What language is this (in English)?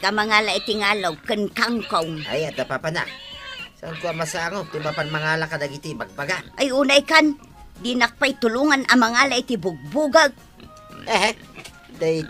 Iloko